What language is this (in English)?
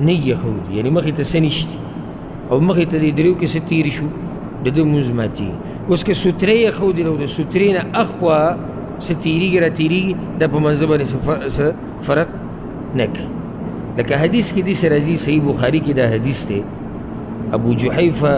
Pashto